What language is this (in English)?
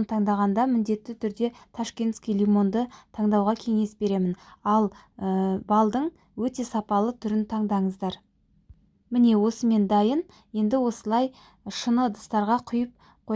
Kazakh